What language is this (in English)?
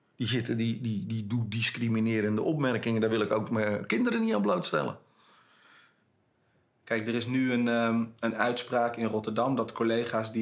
Dutch